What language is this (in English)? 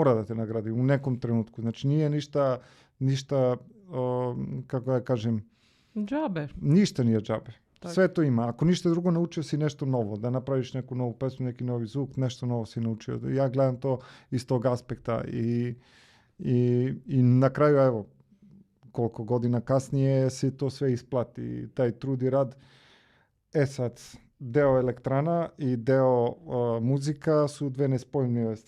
Macedonian